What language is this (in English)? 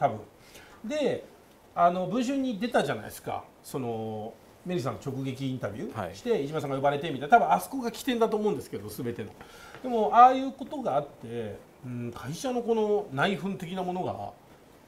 Japanese